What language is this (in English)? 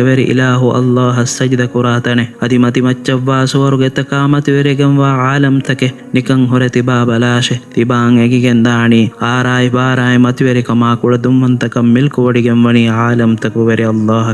Divehi